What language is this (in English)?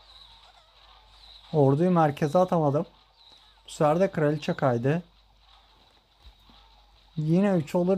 Turkish